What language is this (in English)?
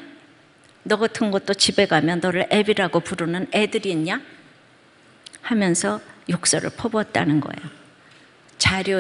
Korean